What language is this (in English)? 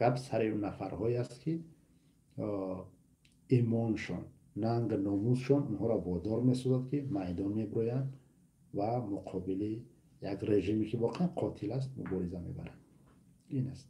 Tajik